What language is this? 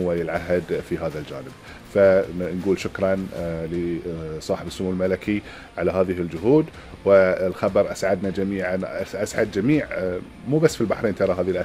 Gulf Arabic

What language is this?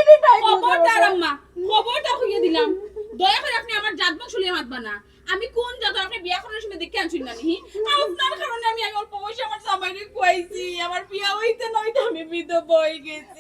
Sylheti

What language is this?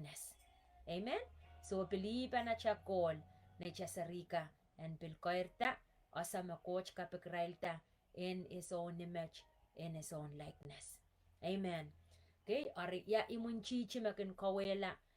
Pohnpeian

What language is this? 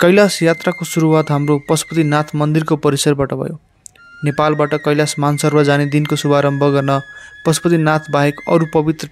Nepali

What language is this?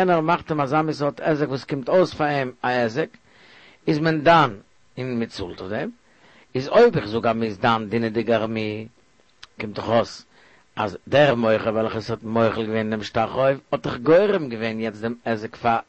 Yiddish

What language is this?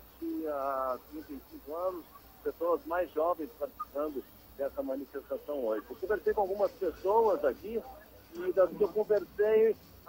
Portuguese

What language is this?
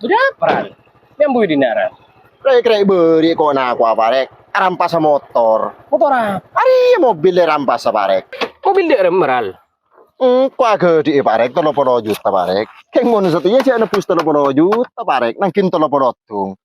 Madurese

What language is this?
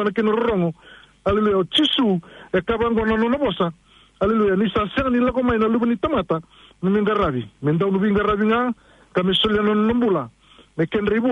Fijian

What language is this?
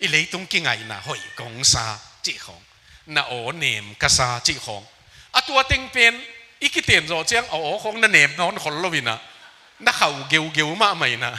Tedim Chin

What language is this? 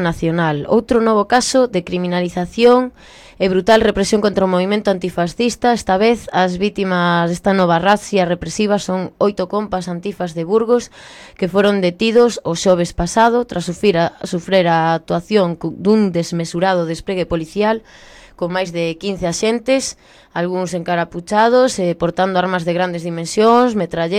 Galician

